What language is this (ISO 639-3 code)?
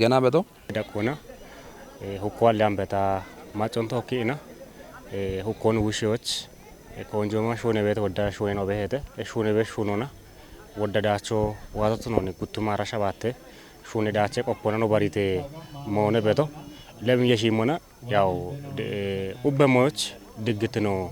kbr